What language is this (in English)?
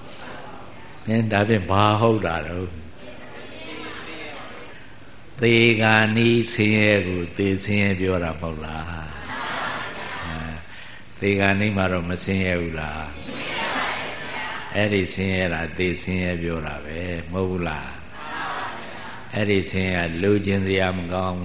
Burmese